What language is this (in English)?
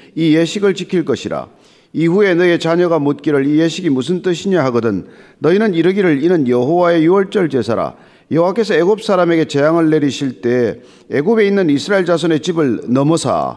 Korean